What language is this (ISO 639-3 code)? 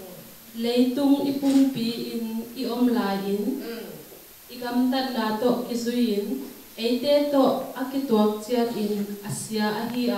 ctd